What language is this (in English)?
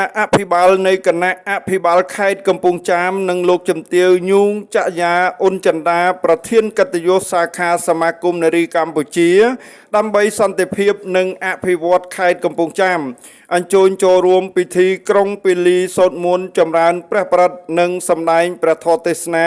Khmer